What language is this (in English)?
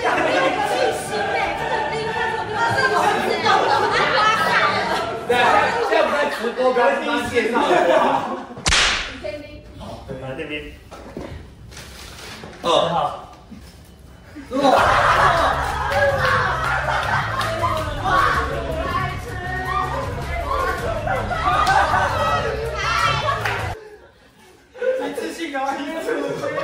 Chinese